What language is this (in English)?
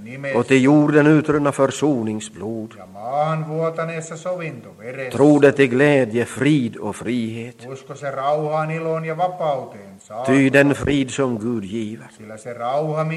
Swedish